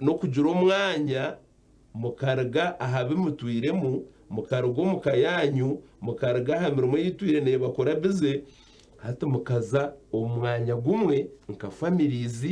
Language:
Nyankole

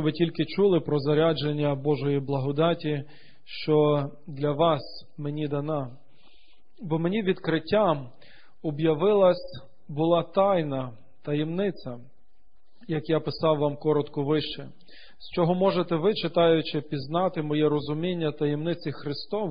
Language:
Ukrainian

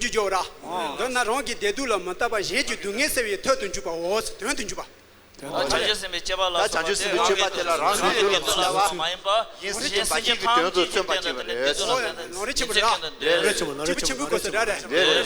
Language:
Tibetan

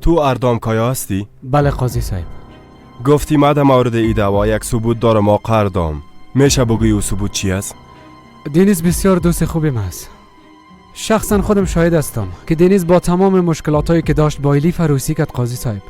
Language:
Persian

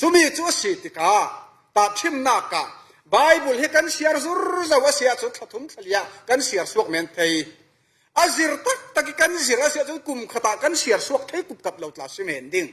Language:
Falam Chin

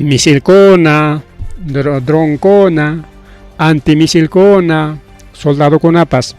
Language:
Ayacucho Quechua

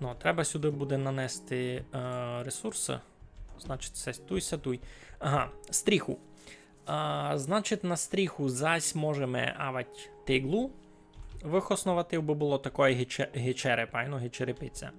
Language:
Rusyn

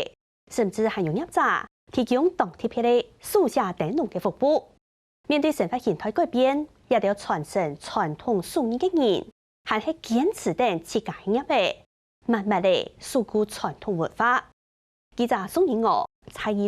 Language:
Hakka Chinese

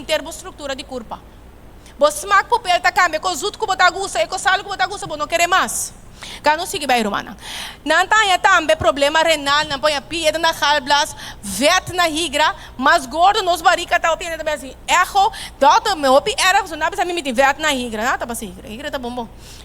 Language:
Papiamento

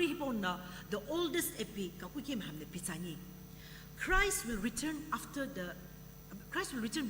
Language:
Sumi Naga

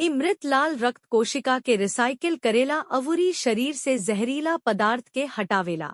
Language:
Bhojpuri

